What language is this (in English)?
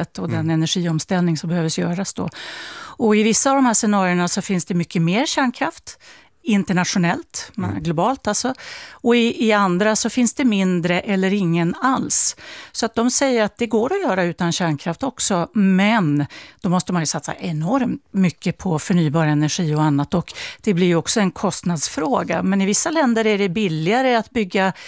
Swedish